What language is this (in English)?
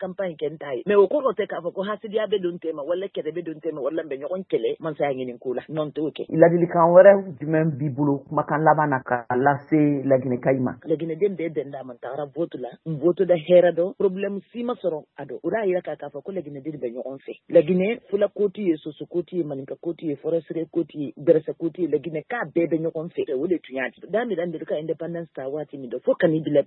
Bambara